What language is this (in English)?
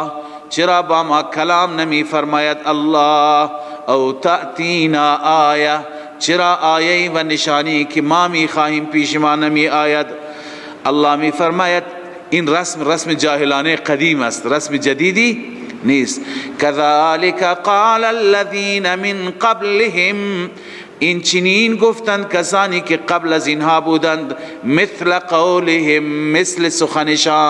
Persian